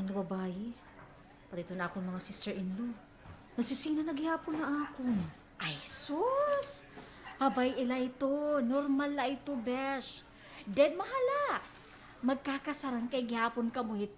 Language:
Waray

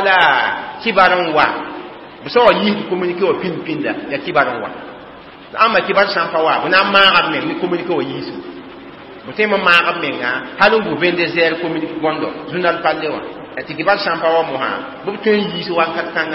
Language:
Mossi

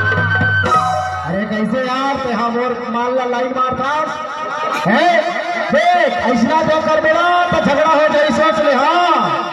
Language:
Chhattisgarhi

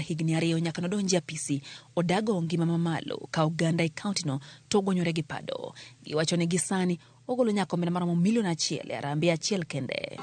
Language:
Luo (Kenya and Tanzania)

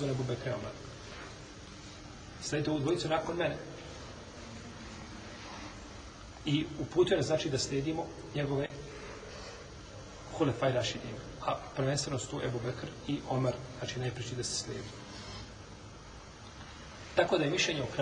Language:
Bosnian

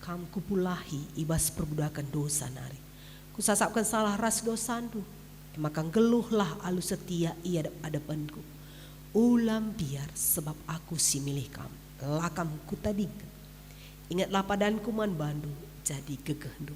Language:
Batak Karo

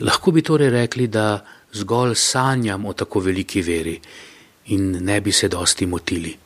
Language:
Slovenian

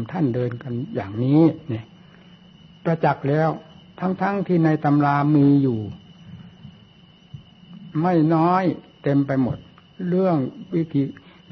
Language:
Thai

